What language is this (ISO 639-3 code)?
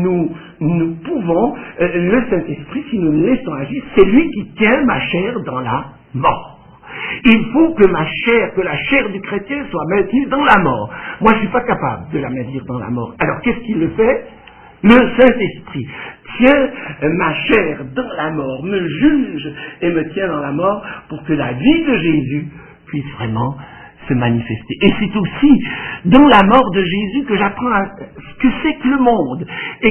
fra